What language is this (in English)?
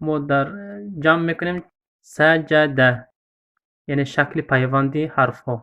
Tajik